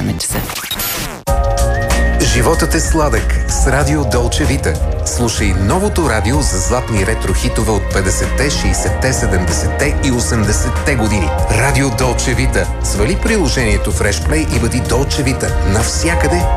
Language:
Bulgarian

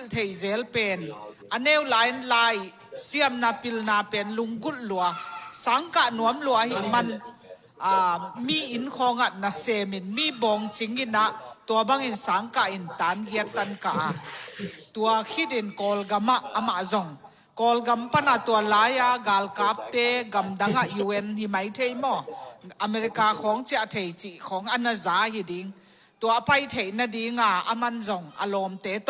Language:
Tedim Chin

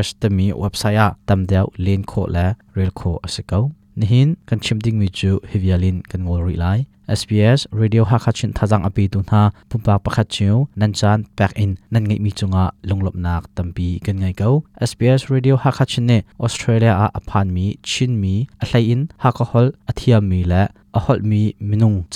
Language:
Hakha Chin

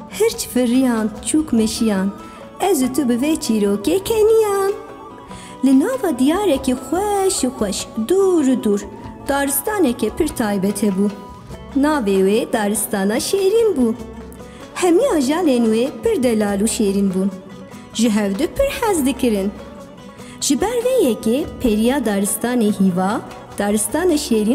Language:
Kurdish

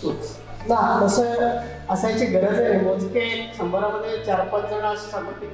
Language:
Marathi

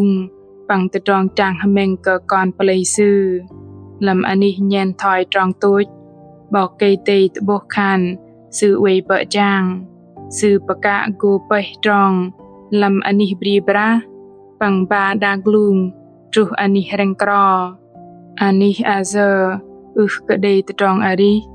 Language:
Bahnar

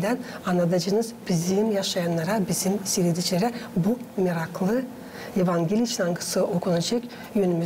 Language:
Gagauz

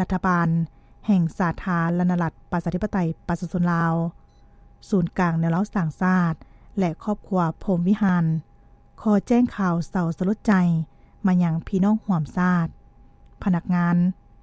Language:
Lao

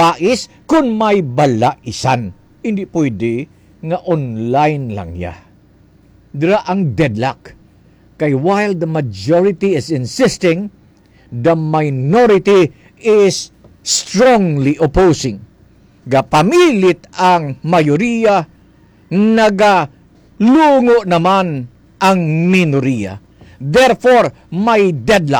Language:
Hiligaynon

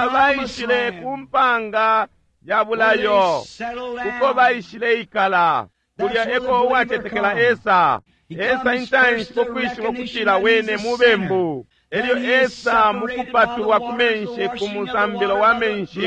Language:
Bemba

